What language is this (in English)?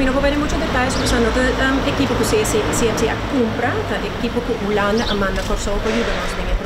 Papiamento